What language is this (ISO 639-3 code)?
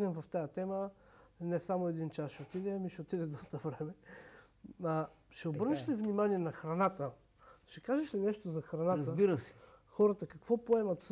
bul